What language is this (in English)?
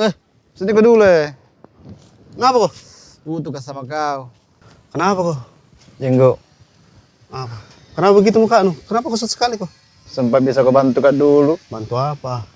Makassar Malay